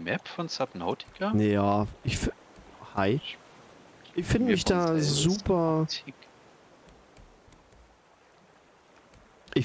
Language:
German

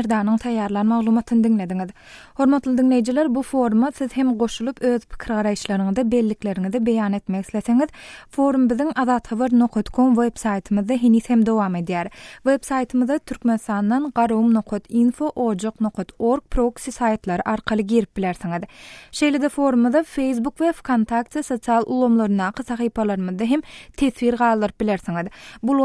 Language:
Turkmen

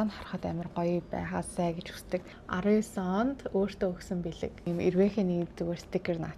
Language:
Mongolian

